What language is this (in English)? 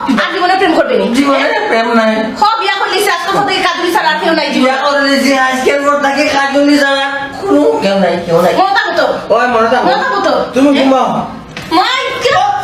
Sylheti